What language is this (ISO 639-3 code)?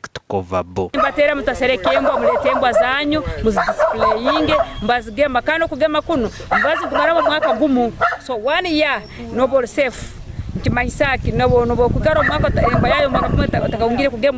nyn